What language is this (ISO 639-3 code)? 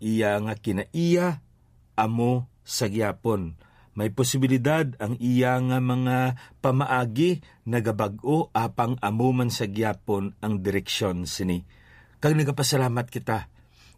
hil